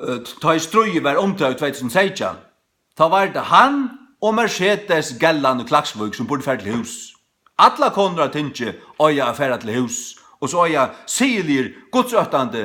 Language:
Faroese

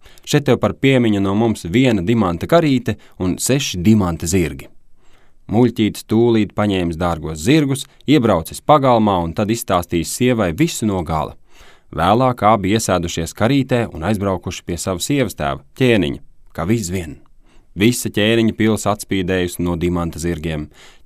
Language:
Latvian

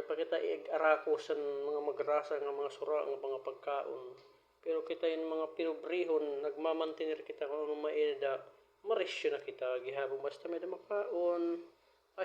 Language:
Waray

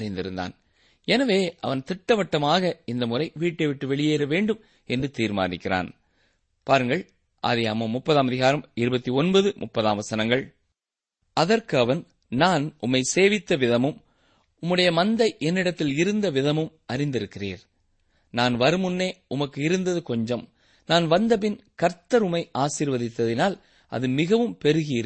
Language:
Tamil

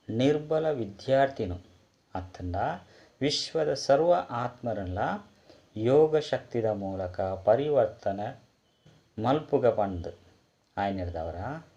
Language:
Tulu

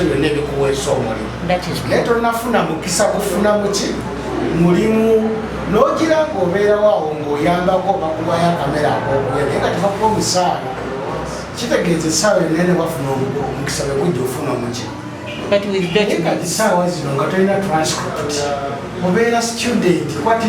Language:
Ganda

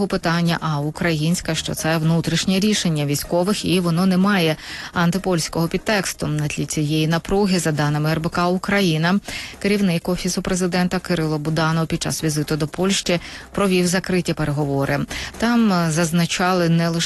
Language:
Ukrainian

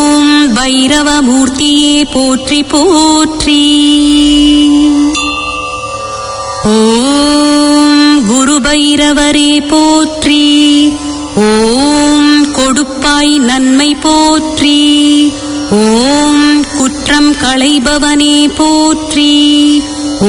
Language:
Tamil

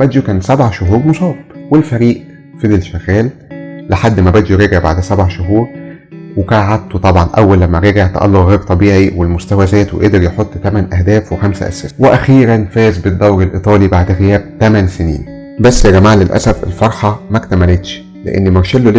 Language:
Egyptian Arabic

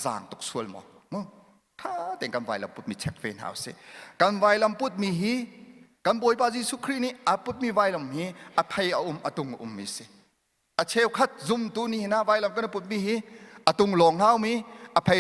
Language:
Hakha Chin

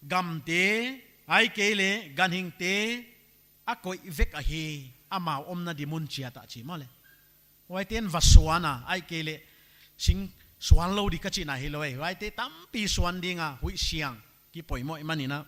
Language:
Paite Chin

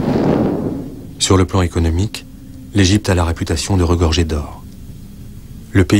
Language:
French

